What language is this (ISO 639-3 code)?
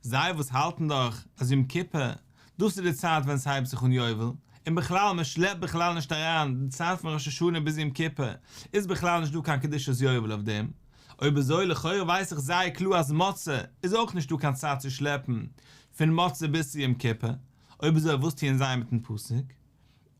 yid